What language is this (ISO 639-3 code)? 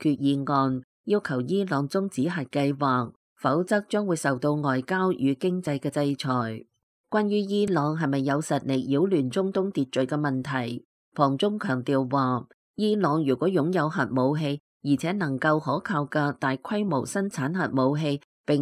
yue